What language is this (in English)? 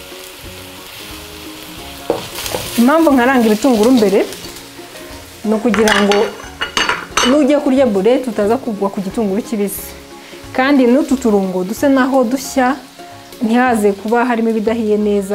Kinyarwanda